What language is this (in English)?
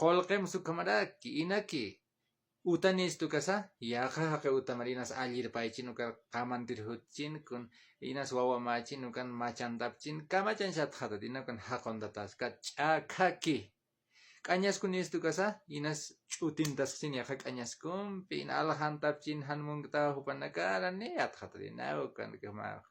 Aymara